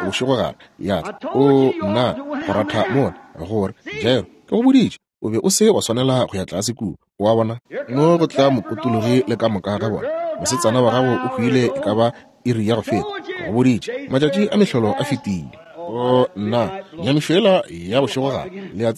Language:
Northern Sotho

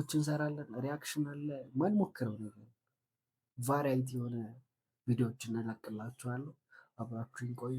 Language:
Amharic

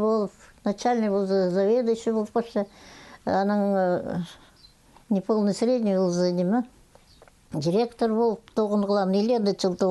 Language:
Khakas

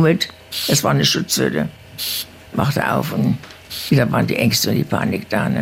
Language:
German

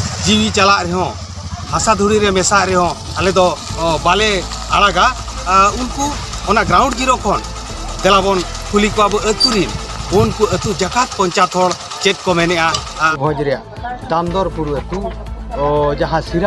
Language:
Santali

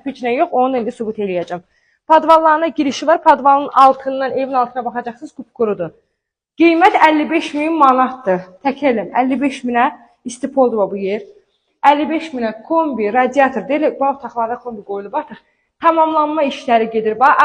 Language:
Azerbaijani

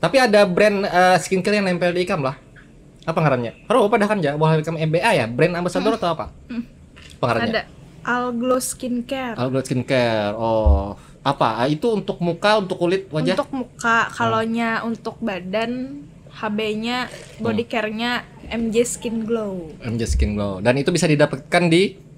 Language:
Banjar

